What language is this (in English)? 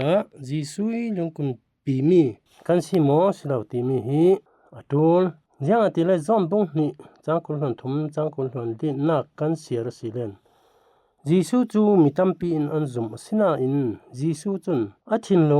Falam Chin